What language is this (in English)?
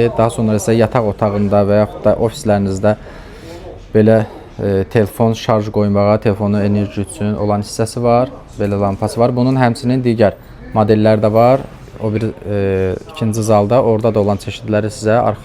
Azerbaijani